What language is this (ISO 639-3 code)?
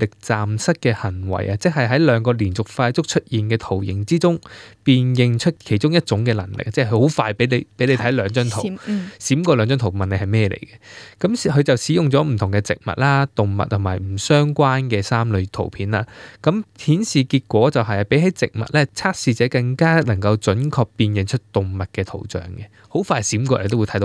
yue